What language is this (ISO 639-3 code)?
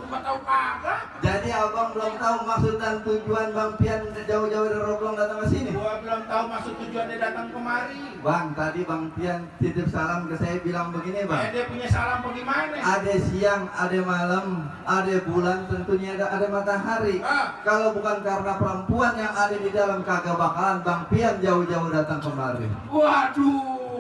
bew